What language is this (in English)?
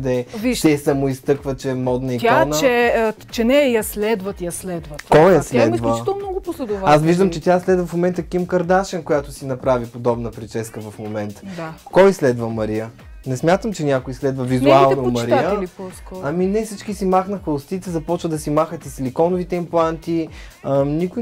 Bulgarian